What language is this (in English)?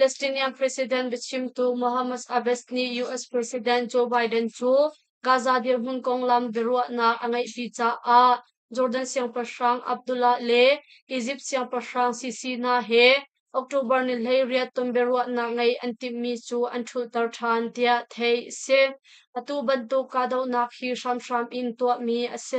Hakha Chin